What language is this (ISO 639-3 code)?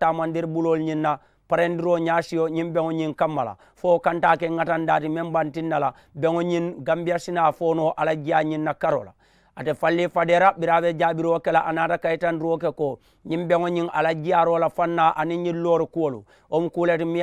man